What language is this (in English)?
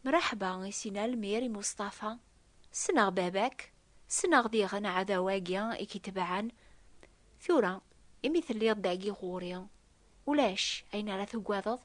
Kabyle